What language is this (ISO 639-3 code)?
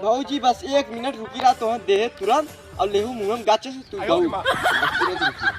bho